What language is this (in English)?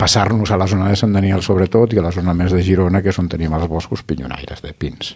Catalan